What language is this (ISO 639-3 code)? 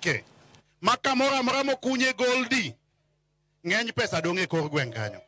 luo